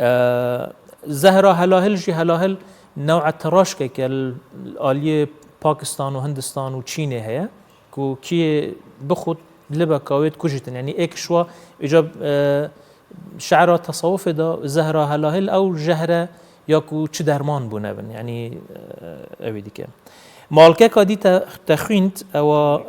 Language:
Kurdish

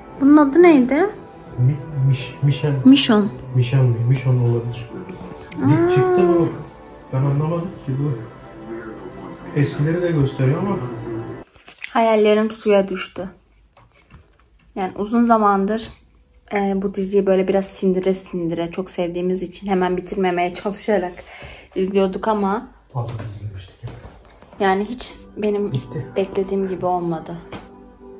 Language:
Turkish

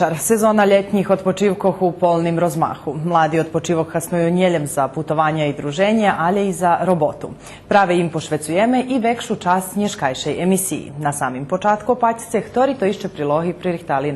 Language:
Rusyn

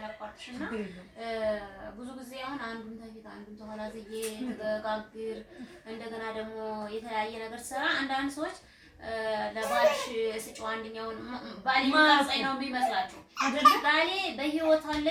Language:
Amharic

